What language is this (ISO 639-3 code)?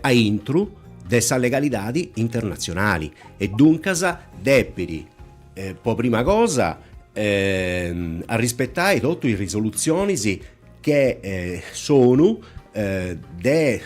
srd